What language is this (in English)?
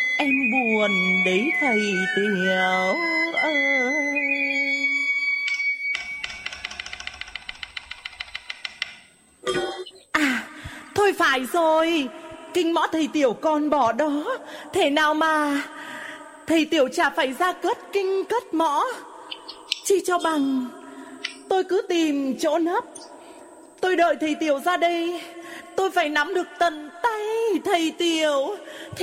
Vietnamese